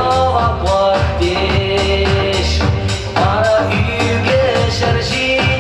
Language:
Chuvash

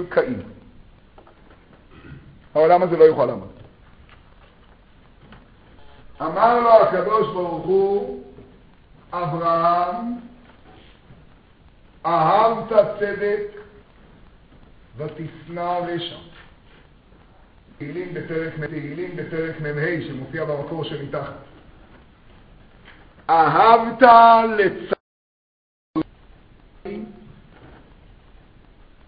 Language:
Hebrew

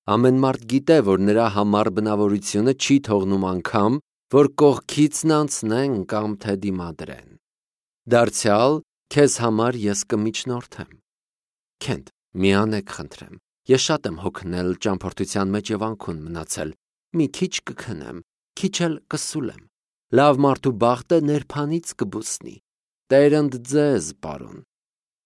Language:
Armenian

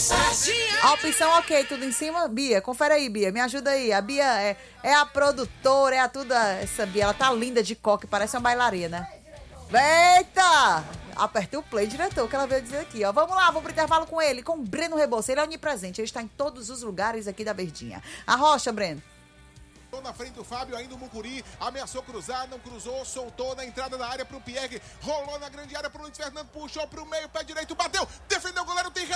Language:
Portuguese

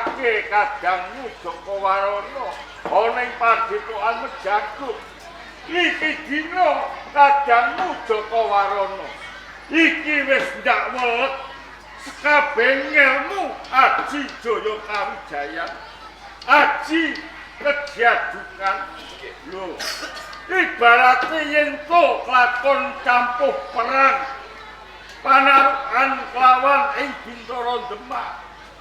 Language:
Javanese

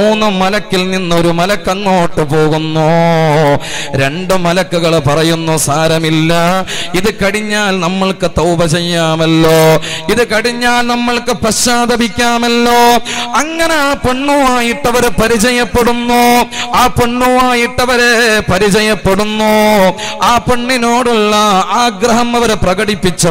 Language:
Malayalam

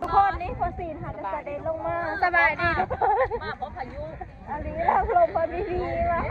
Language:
Northeastern Thai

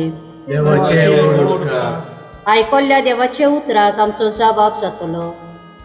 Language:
Konkani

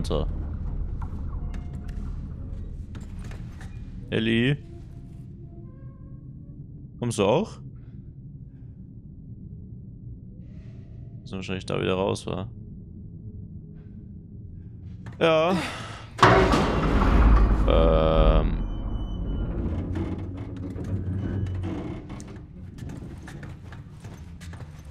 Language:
German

